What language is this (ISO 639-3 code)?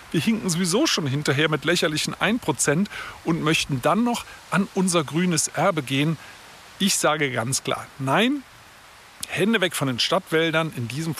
deu